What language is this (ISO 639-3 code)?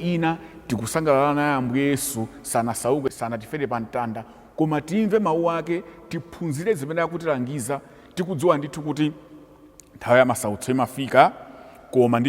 nya